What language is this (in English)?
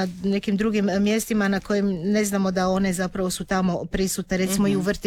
Croatian